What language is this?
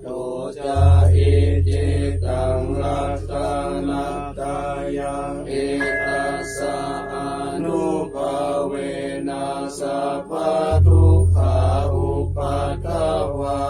Pali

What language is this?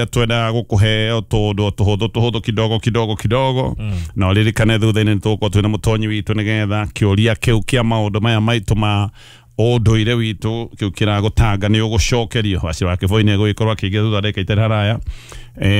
Kikuyu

